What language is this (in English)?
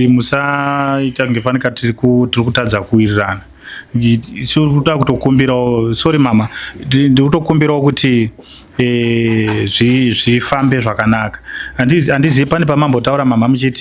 Shona